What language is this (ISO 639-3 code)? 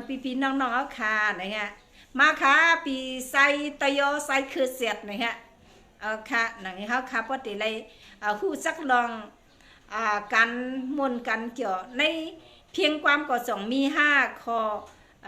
shn